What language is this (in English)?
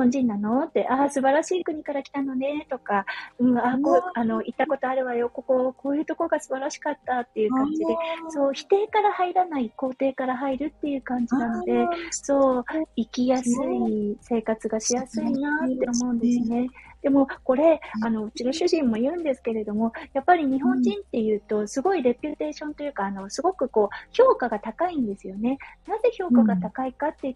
Japanese